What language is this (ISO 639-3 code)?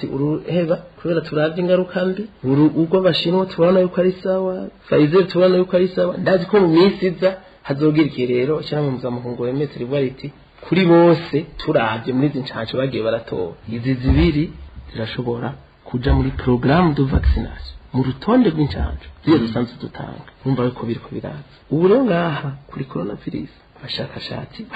run